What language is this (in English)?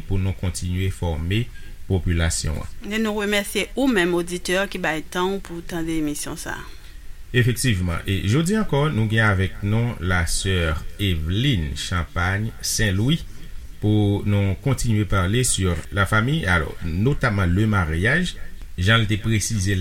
Haitian Creole